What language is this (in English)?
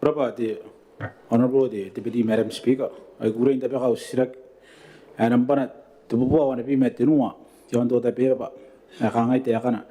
Gilbertese